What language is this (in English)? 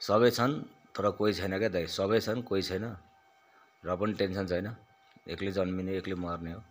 Nepali